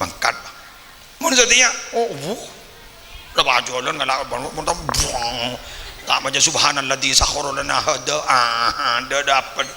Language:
Madurese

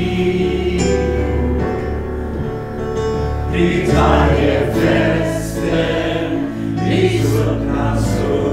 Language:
Swedish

